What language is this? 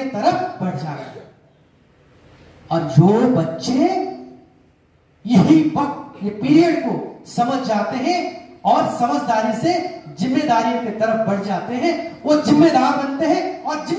Hindi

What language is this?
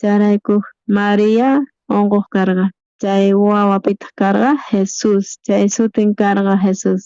South Bolivian Quechua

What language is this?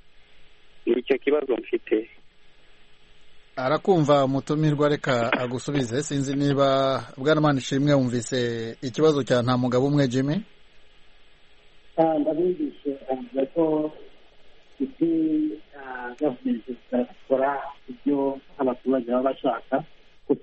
Kinyarwanda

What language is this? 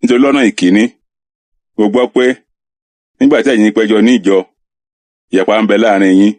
Yoruba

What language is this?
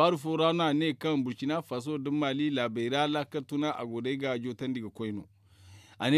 Zarma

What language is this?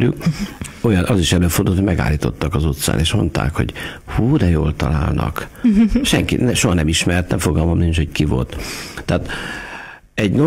Hungarian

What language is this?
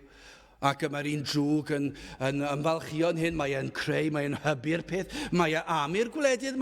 Welsh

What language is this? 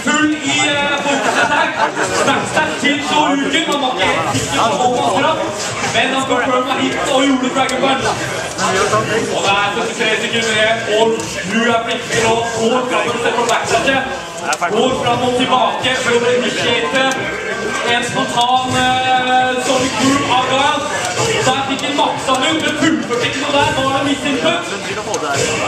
Norwegian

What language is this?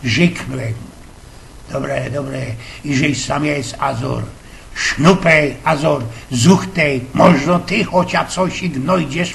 Silesian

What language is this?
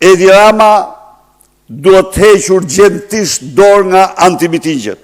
Albanian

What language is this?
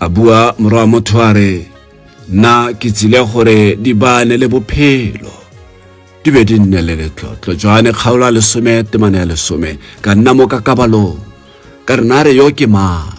Tswana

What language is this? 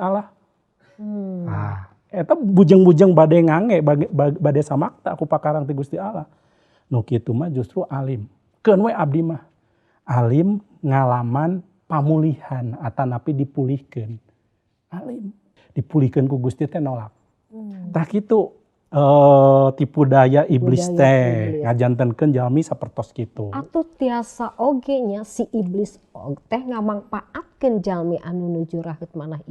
Sundanese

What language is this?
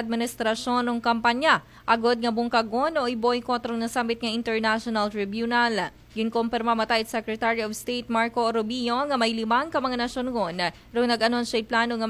Aklanon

